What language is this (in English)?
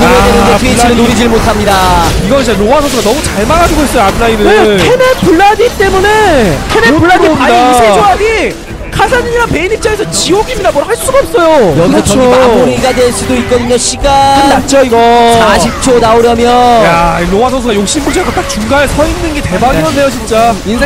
Korean